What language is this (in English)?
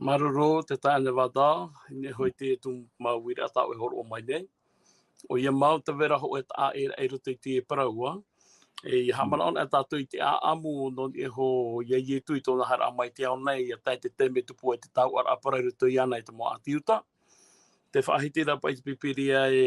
Tahitian